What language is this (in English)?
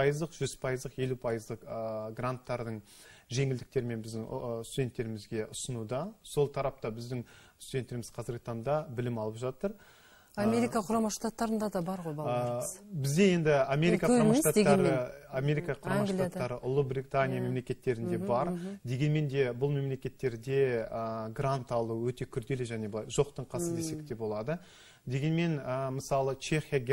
Kazakh